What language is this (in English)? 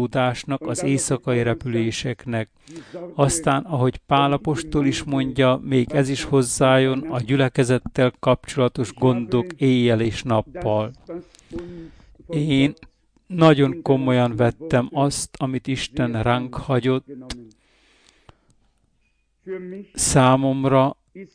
Hungarian